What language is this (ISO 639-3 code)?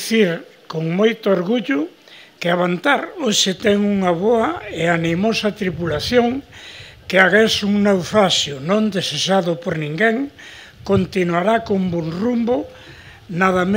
glg